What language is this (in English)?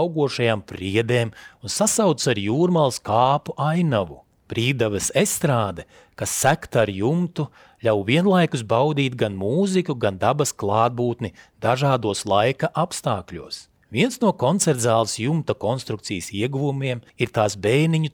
Latvian